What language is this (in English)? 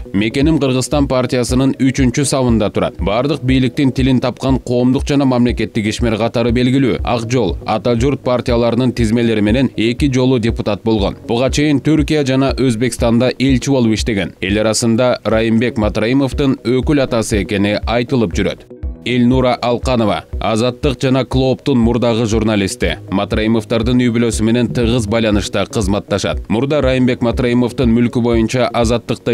Kyrgyz